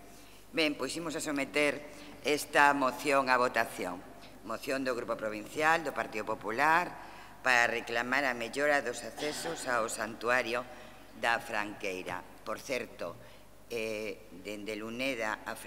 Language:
Galician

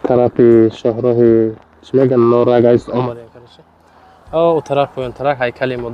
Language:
Tajik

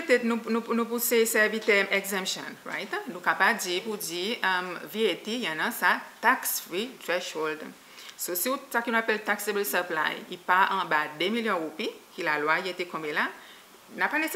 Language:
Seselwa Creole French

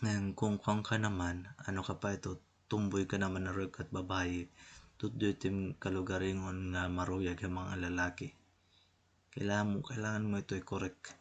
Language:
Waray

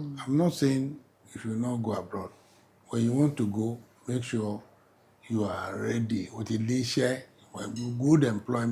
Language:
Yoruba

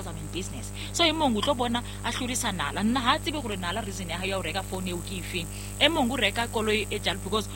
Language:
Southern Sotho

